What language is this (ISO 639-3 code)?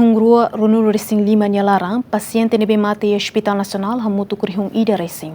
tet